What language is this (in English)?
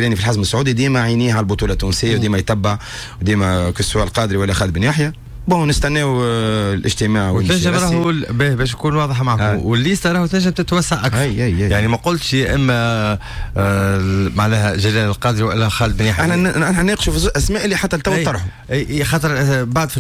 Tunisian Arabic